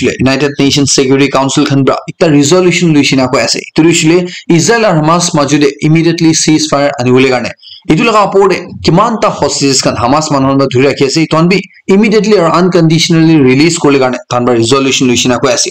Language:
Naga Pidgin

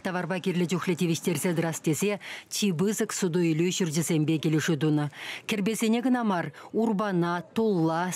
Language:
Chuvash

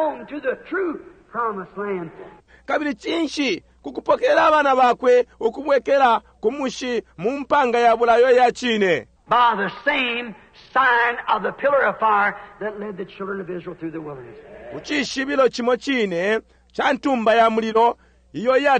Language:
Bemba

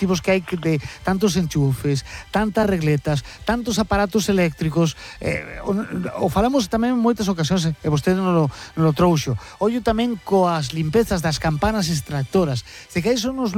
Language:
Galician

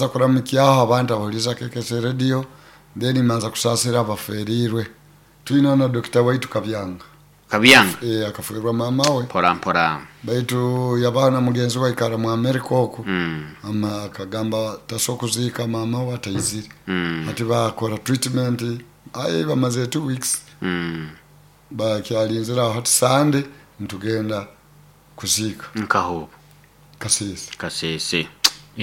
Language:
Nyoro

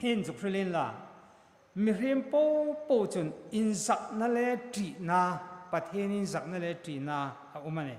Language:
Hmar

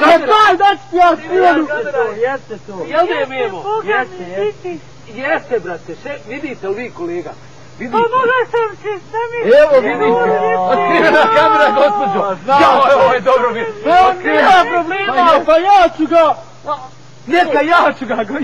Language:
Bosnian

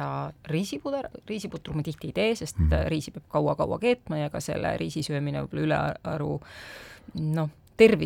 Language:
Estonian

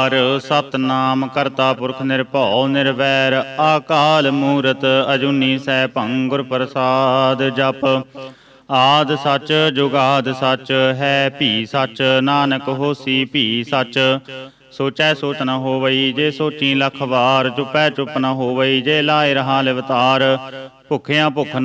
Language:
Punjabi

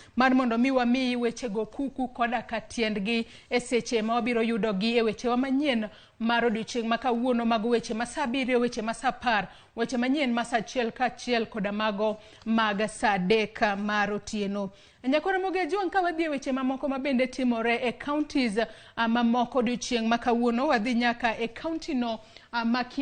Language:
Luo (Kenya and Tanzania)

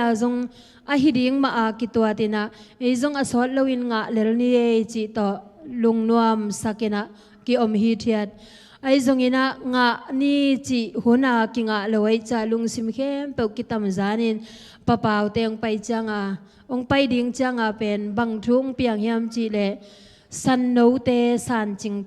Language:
Tedim Chin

